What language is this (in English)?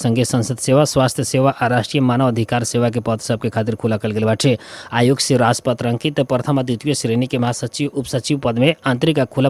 Bhojpuri